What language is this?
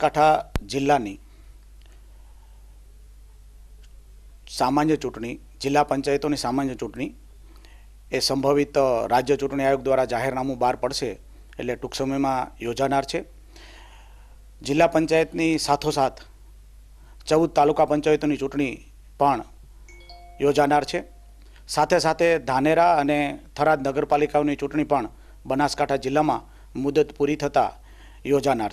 Gujarati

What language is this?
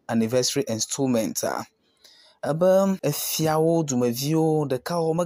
Ewe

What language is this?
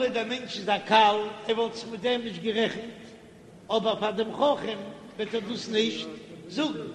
Yiddish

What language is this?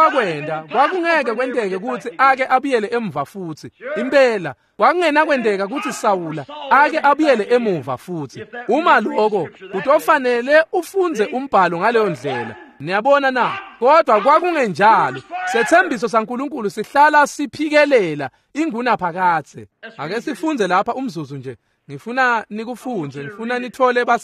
Swati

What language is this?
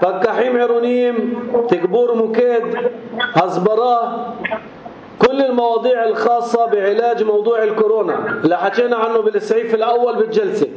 North Levantine Arabic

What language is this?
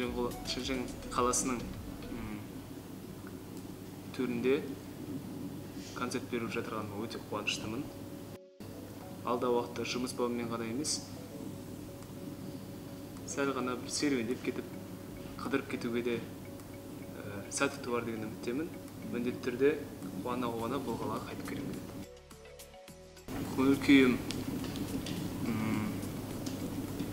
Kazakh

